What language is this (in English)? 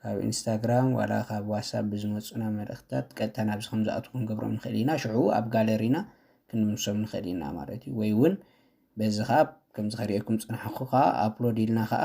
Tigrinya